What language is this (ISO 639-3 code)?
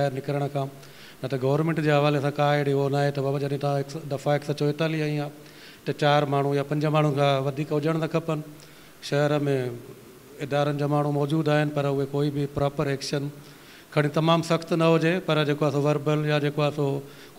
snd